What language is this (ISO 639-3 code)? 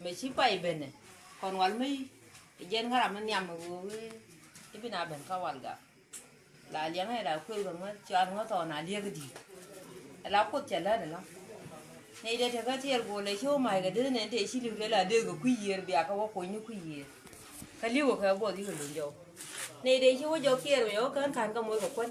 nus